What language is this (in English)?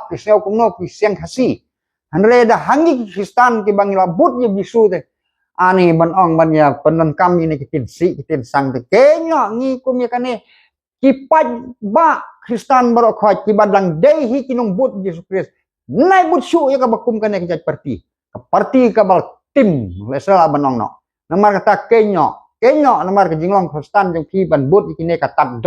Khasi